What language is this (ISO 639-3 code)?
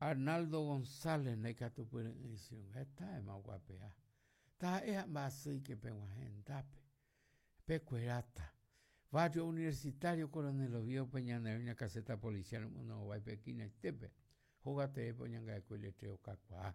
grn